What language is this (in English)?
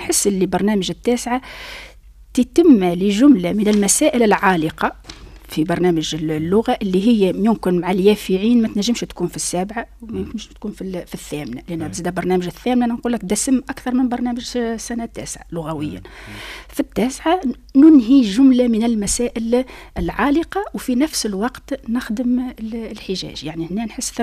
Tunisian Arabic